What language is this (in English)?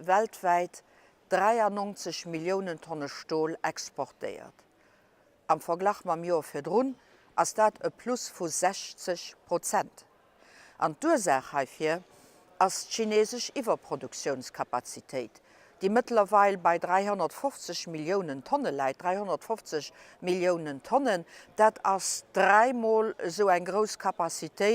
Luxembourgish